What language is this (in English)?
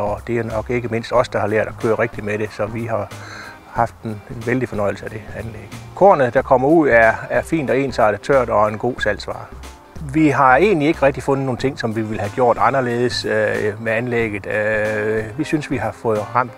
Danish